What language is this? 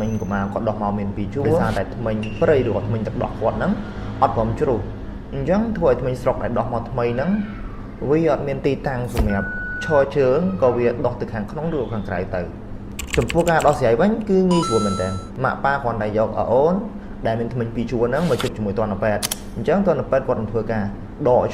Khmer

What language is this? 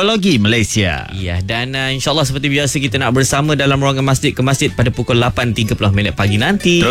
Malay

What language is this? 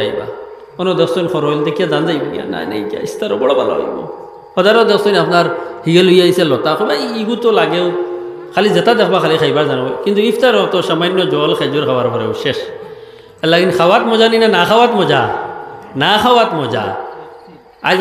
Sylheti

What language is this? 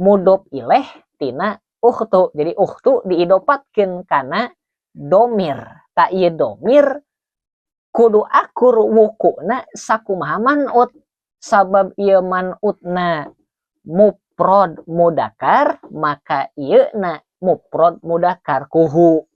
Sundanese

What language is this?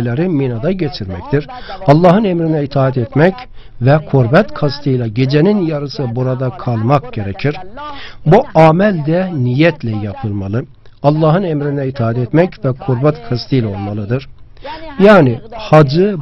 Turkish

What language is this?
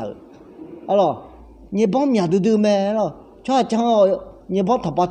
Akha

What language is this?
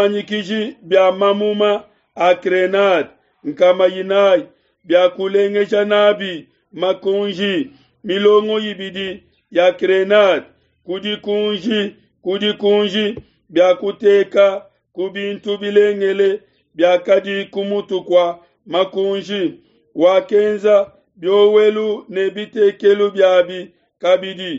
Luba-Lulua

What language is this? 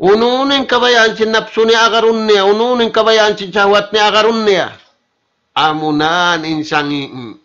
Tausug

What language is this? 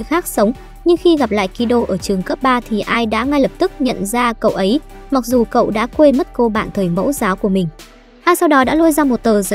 Vietnamese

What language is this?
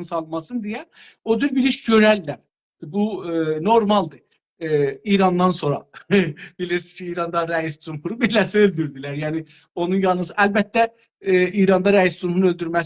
South Azerbaijani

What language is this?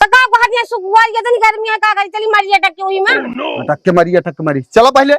Awadhi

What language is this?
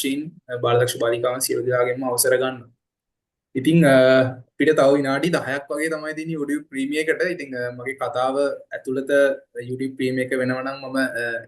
Sinhala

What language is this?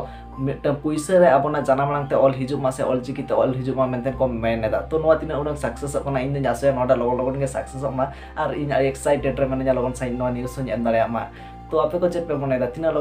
Santali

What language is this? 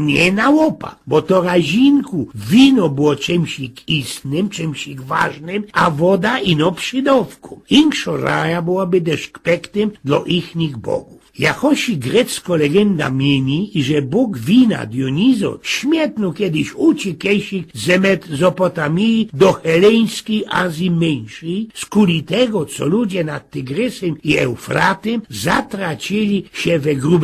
Silesian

